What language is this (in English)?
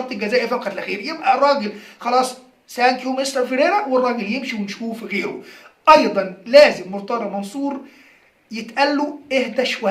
Egyptian Arabic